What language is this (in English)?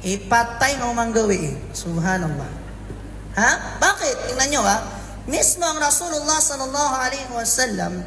Maranao